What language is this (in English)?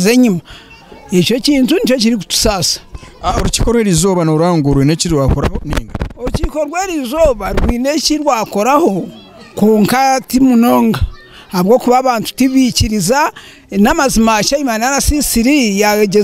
Nyankole